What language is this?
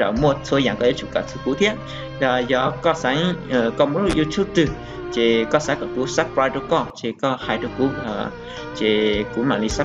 Hmong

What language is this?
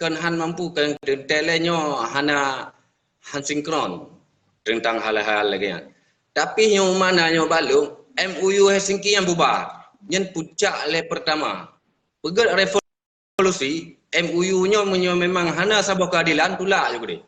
Achinese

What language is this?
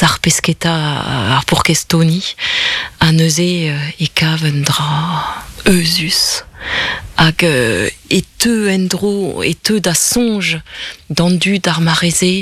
Breton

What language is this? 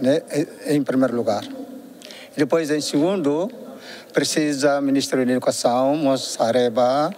Tetum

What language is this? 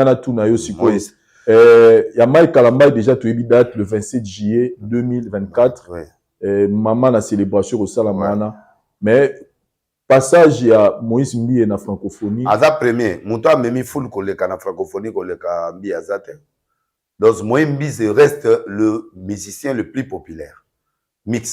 Lingala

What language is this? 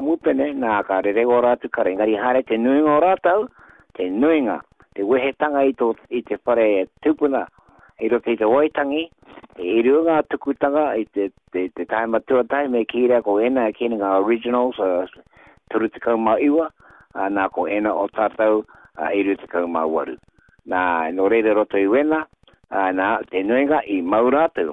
Māori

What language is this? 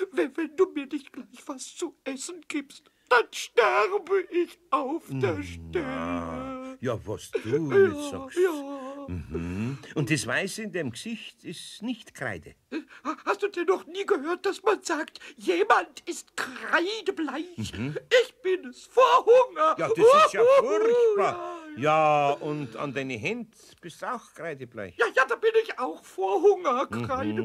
German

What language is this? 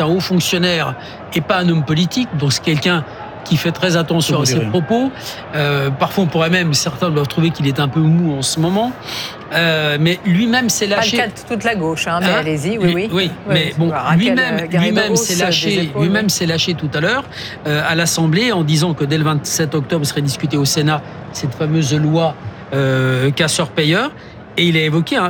French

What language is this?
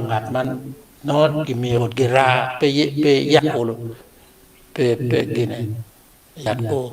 Acoli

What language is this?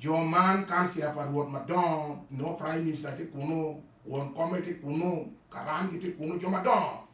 Acoli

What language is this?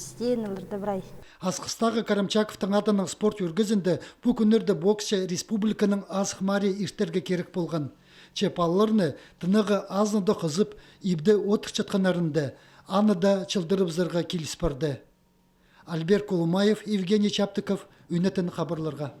Khakas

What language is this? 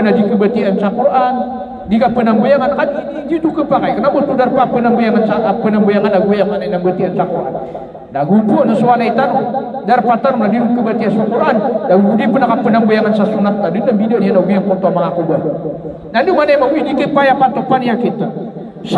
Maranao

